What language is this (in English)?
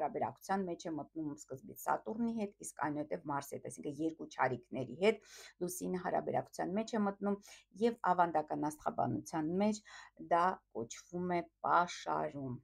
Armenian